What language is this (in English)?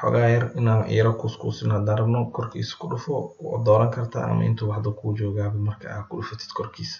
Somali